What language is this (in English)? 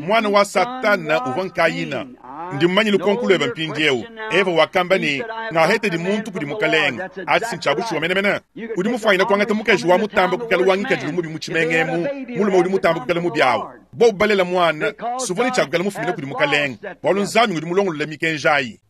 Luba-Lulua